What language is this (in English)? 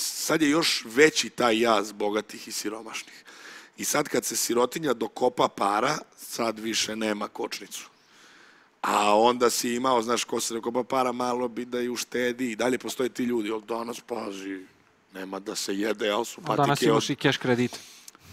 Serbian